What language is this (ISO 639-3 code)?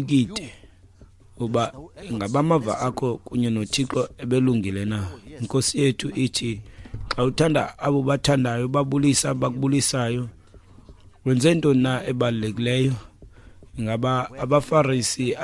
xho